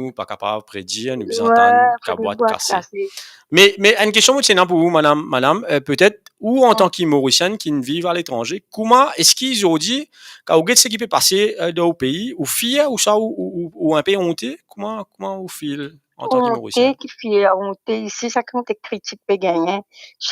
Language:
Morisyen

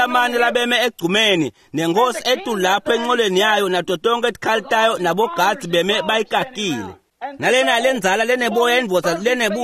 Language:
Swati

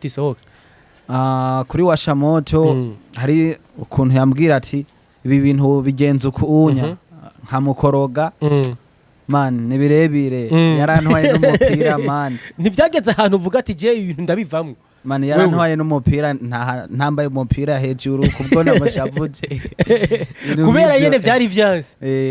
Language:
Rundi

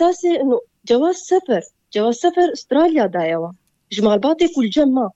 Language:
Kurdish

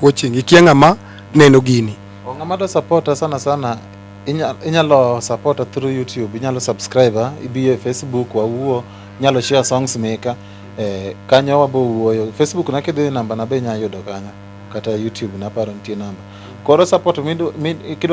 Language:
Luo (Kenya and Tanzania)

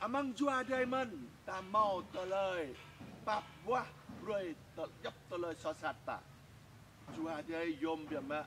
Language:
Jarai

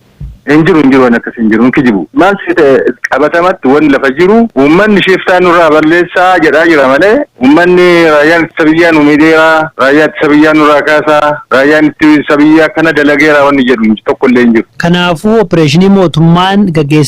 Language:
Oromo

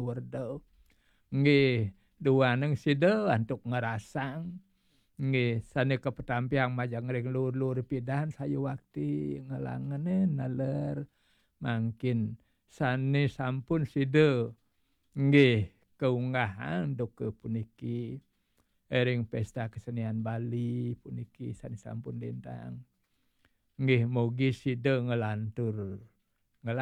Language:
Balinese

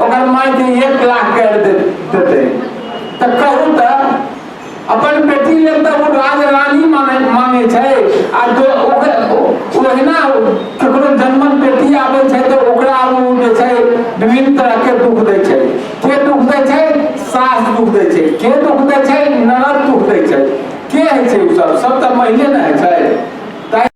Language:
Maithili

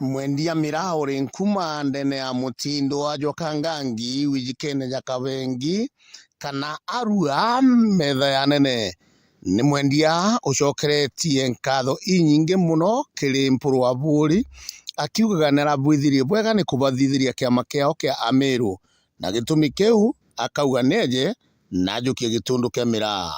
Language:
Meru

